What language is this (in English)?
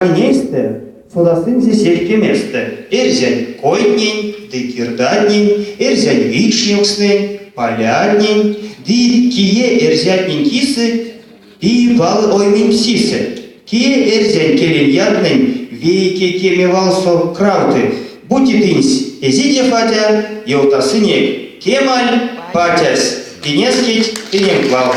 Erzya